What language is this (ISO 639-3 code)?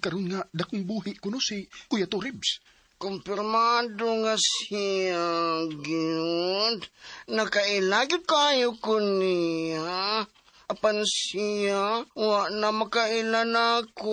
ceb